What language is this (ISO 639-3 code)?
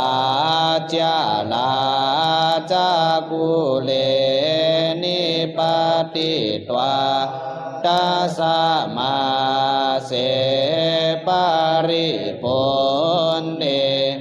pli